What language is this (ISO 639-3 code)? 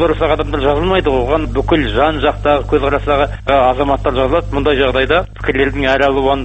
kaz